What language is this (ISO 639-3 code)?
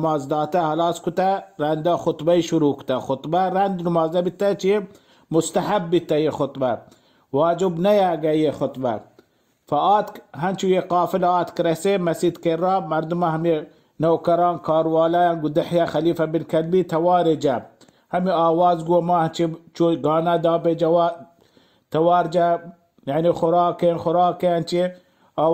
bal